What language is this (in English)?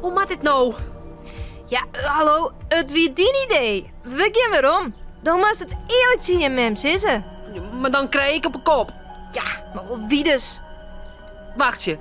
Western Frisian